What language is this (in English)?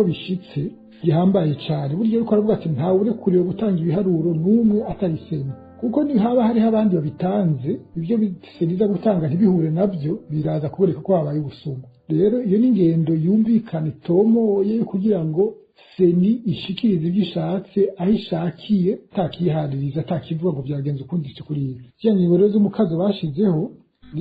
Rundi